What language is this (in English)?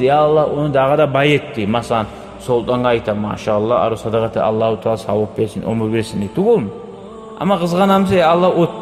Kumyk